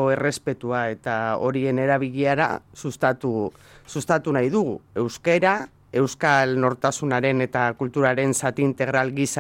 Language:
Basque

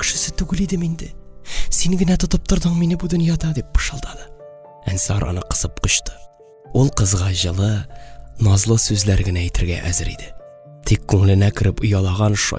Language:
Tatar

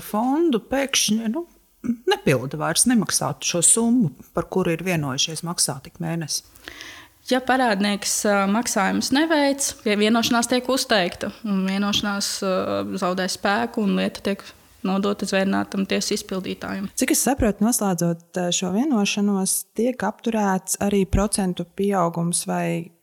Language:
Latvian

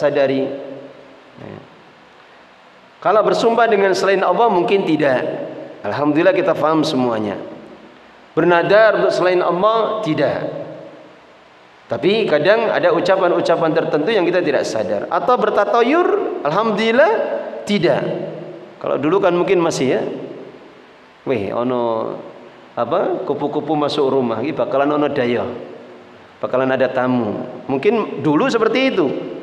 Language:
Indonesian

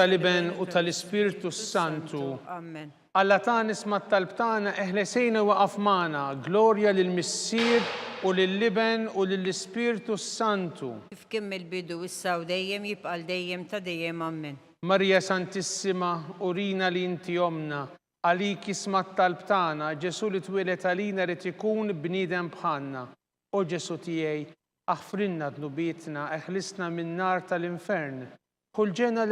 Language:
Maltese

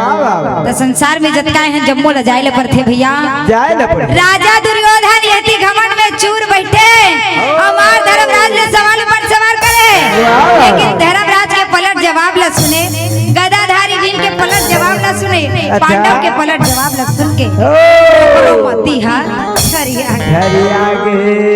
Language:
Chhattisgarhi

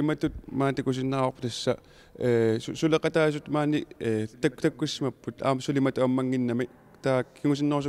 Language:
Kalaallisut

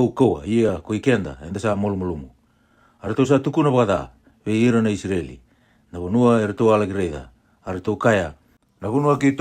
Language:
Fijian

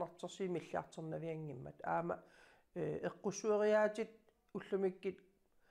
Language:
Kalaallisut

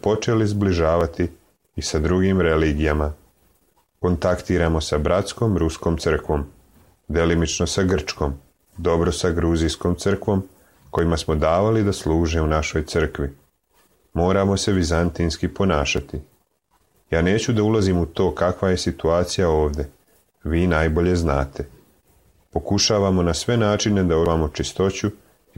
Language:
Serbian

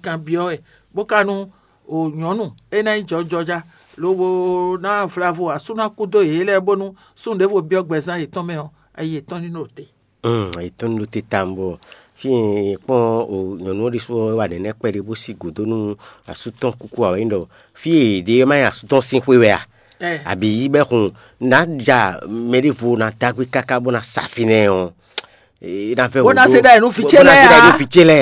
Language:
Fon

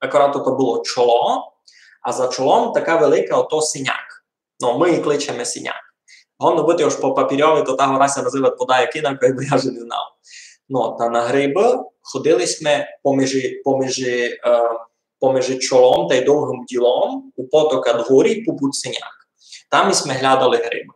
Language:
Rusyn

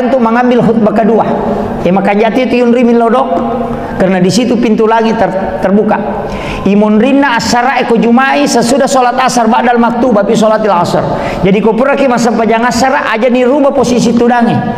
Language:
Buginese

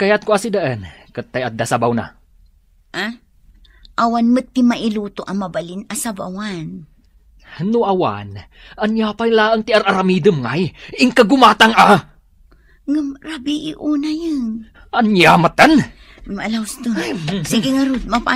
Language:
Iloko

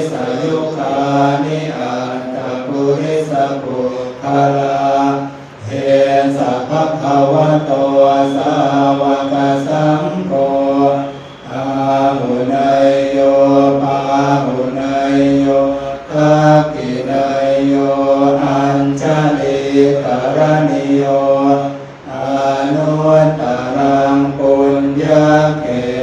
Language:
Pali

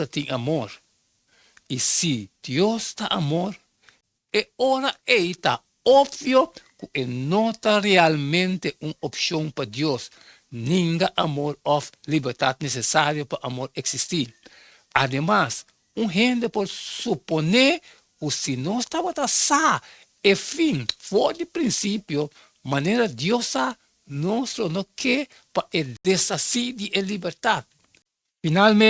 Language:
Papiamento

